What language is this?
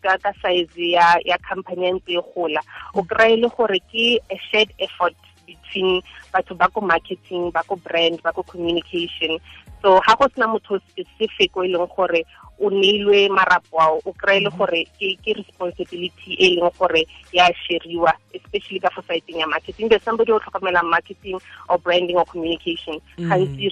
Tswana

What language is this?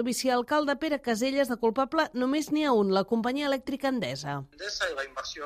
Catalan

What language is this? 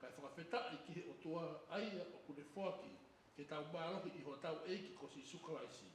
Tongan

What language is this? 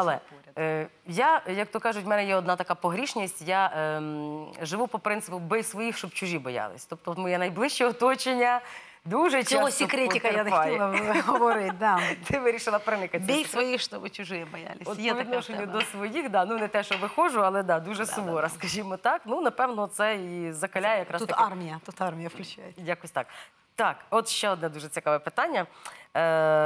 Ukrainian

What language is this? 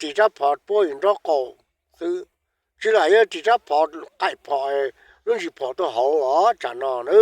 Hmong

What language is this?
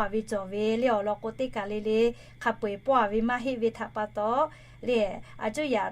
Lahu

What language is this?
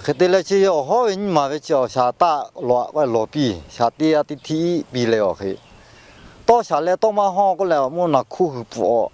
Lahu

